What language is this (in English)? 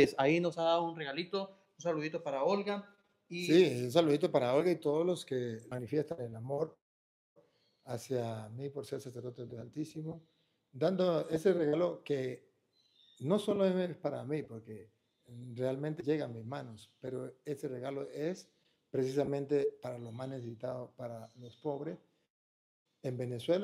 Spanish